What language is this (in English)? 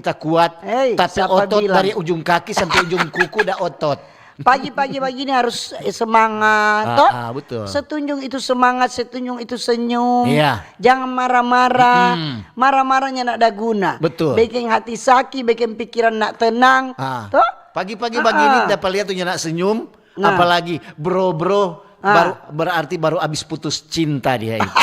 Manado Malay